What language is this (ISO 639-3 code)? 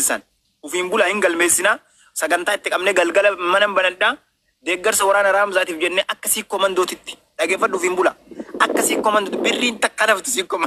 orm